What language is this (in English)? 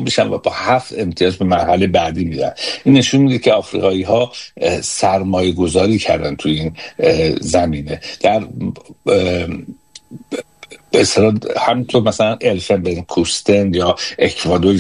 Persian